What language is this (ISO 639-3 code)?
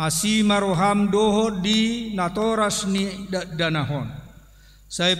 bbc